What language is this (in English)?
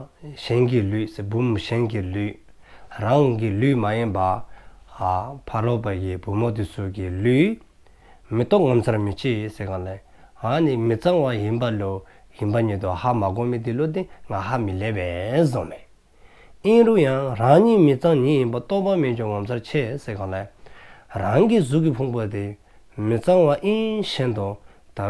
Dzongkha